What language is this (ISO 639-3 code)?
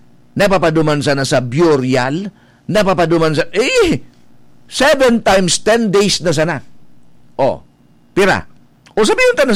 bik